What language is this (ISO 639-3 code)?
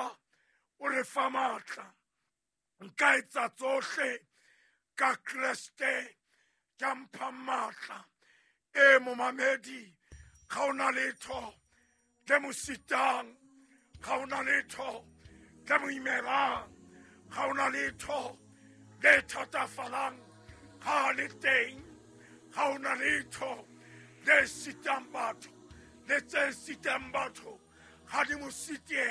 sot